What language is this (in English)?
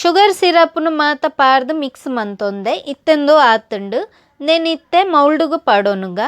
Tulu